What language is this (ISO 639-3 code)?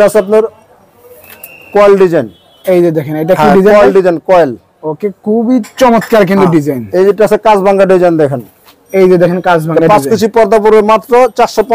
ben